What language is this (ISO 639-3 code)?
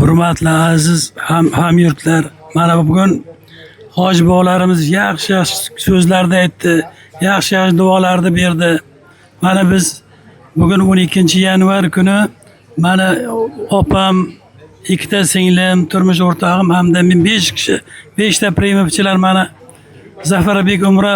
uzb